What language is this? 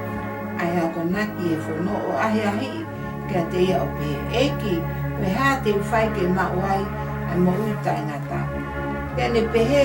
Tongan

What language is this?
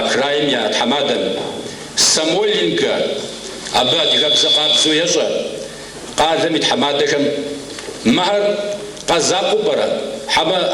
Kabardian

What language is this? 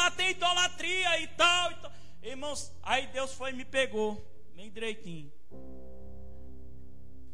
Portuguese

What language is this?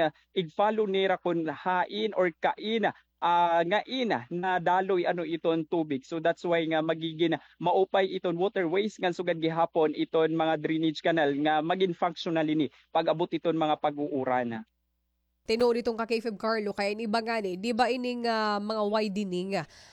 Waray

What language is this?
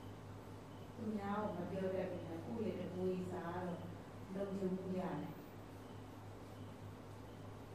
Burmese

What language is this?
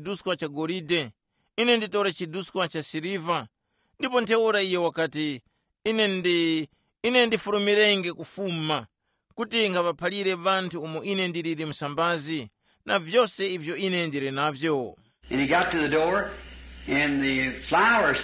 Tumbuka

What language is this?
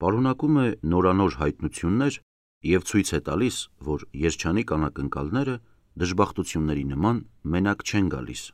Armenian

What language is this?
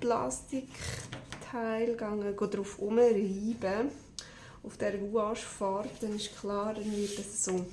Swiss German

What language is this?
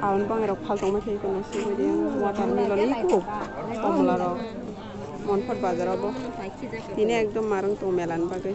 Kok Borok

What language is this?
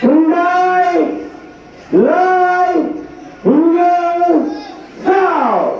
Khasi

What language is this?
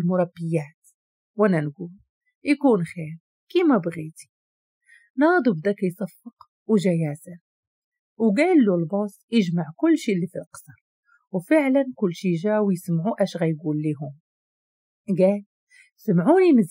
Moroccan Arabic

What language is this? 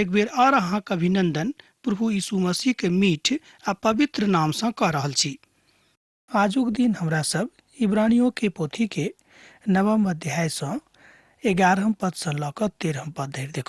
Maithili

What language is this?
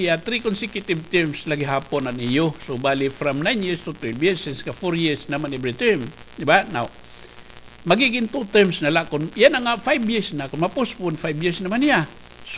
Waray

